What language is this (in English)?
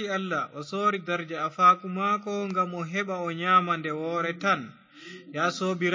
Fula